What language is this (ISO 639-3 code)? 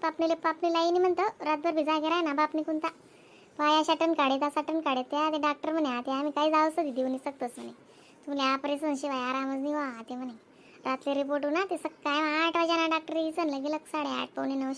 khn